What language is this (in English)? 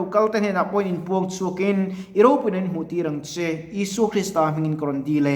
Mizo